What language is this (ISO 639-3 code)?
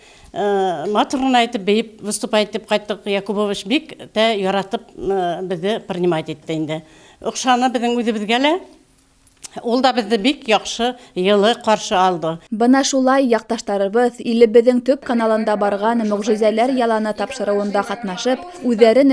bak